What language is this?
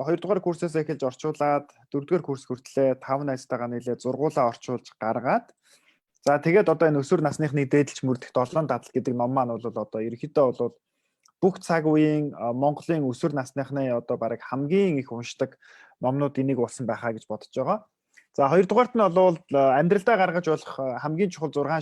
Mongolian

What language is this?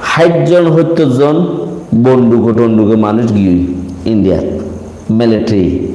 Rohingya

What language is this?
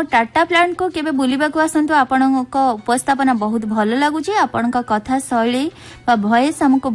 Odia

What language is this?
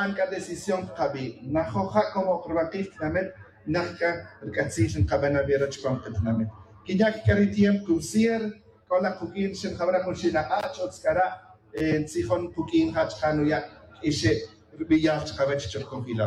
Tz'utujil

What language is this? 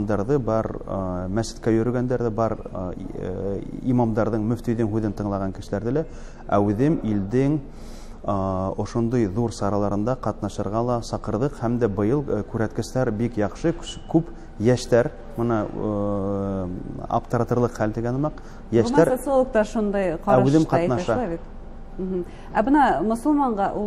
Bashkir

